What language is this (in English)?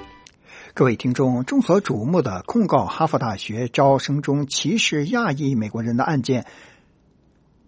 Chinese